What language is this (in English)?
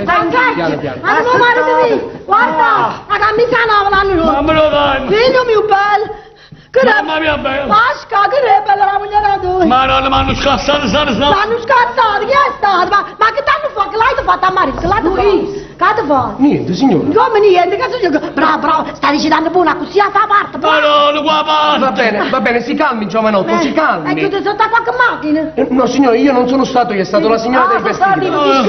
Neapolitan